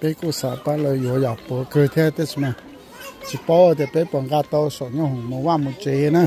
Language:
Hmong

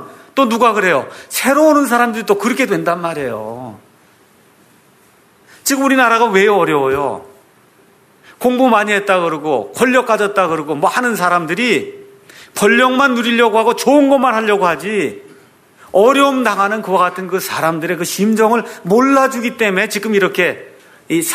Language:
Korean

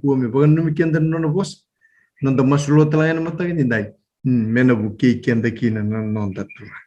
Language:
Fijian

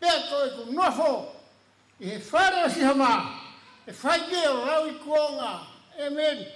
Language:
Tongan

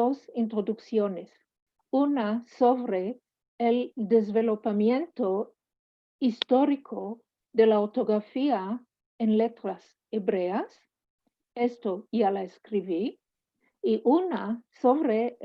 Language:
Ladino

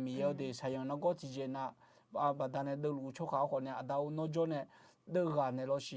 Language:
Akha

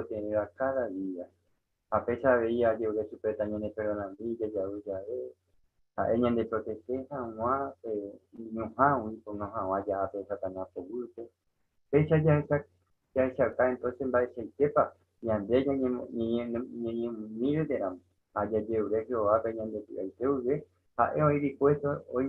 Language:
Guarani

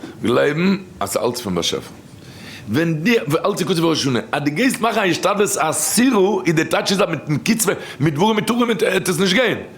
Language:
Yiddish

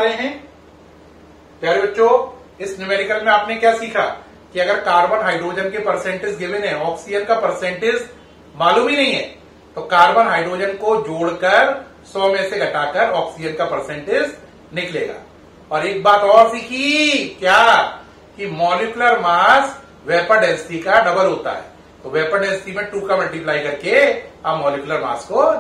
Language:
Hindi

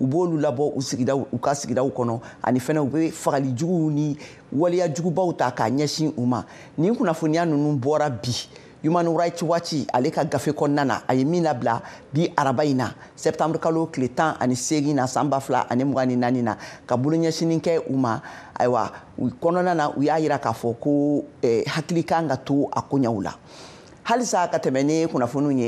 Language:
Bambara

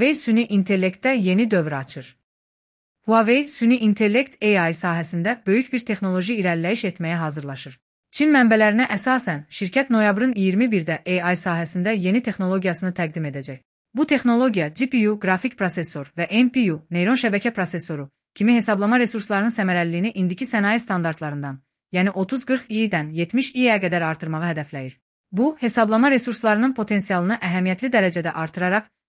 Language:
Azerbaijani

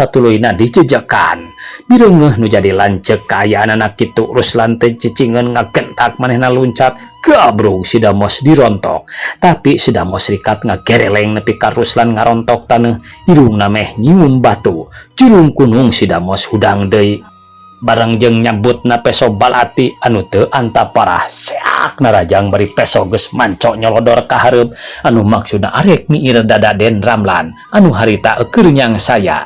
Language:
Sundanese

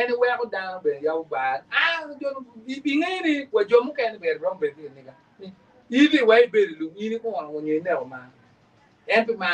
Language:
Acoli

